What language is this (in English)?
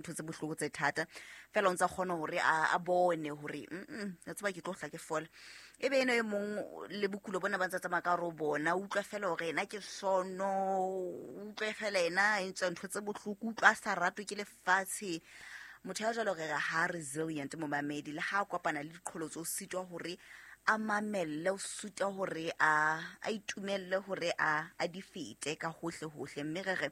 Southern Sotho